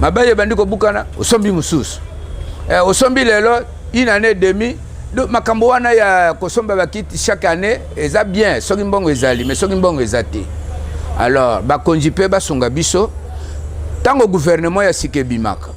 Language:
Lingala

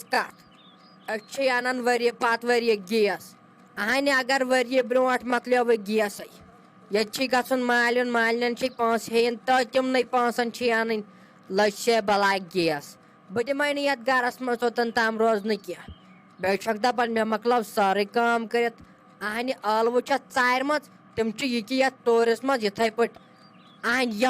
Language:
Kashmiri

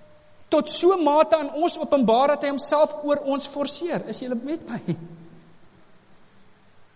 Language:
Afrikaans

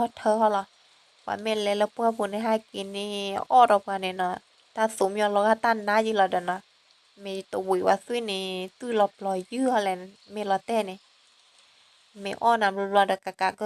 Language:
S'gaw Karen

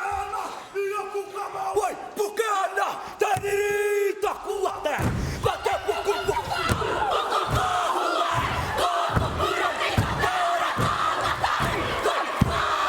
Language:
Māori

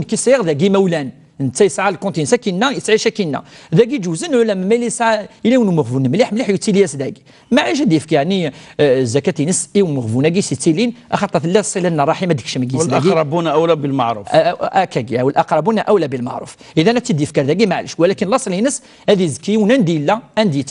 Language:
Kabyle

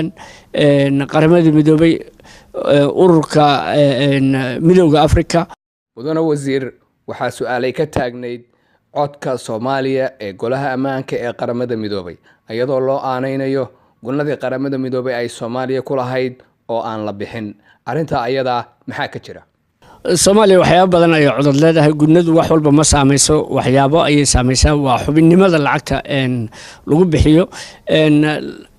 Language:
Somali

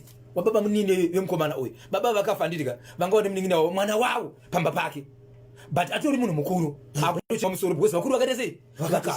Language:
Shona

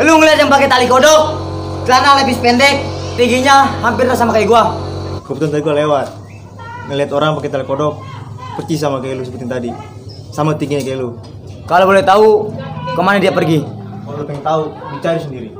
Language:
Betawi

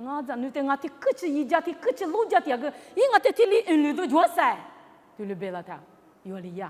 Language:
Lisu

